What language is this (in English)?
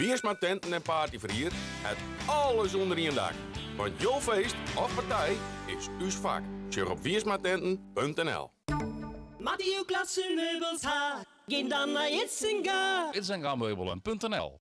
Western Frisian